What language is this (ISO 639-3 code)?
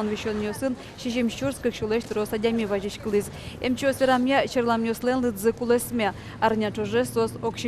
udm